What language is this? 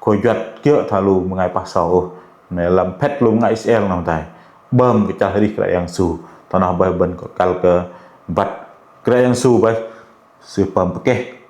Bahnar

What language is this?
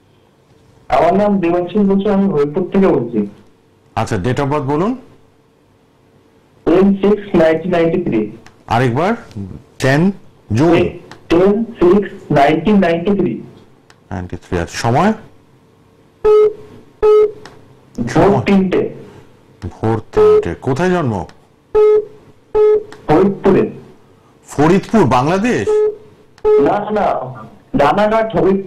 Bangla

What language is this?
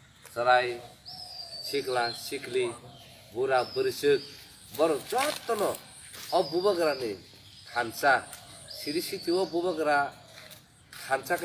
Kok Borok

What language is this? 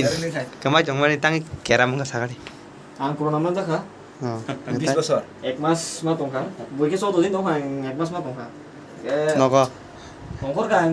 Kok Borok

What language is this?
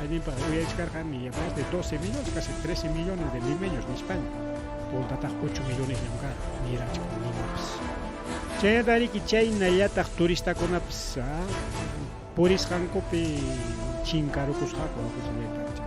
Ayacucho Quechua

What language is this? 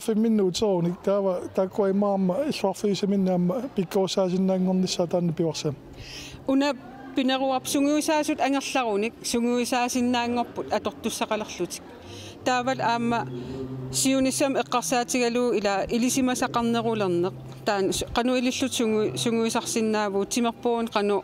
Kalaallisut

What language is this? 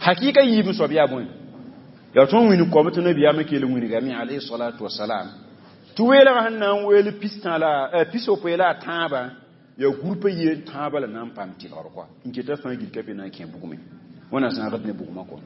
Mossi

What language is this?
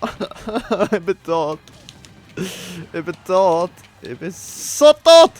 Swiss German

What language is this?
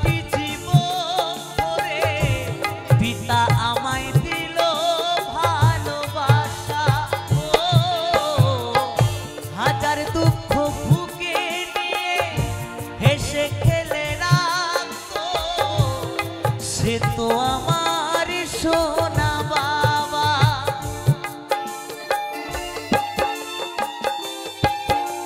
Bangla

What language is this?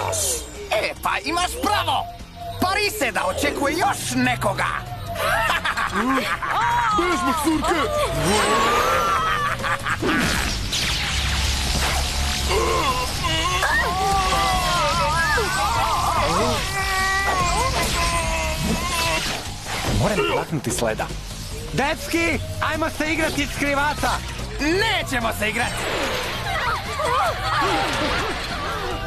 Croatian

